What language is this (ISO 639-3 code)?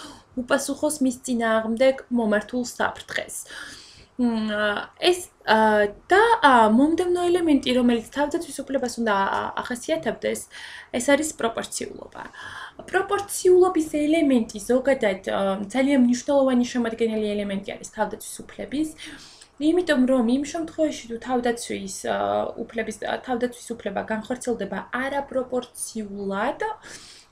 kat